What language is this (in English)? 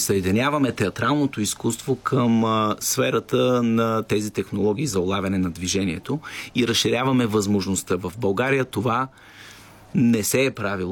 Bulgarian